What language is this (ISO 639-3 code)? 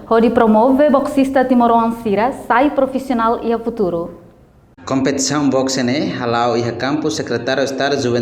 tet